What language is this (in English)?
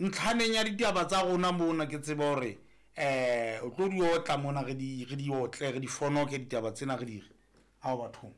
Southern Sotho